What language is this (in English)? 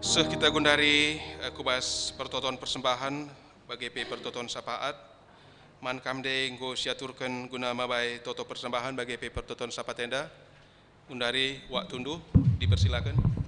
Batak Karo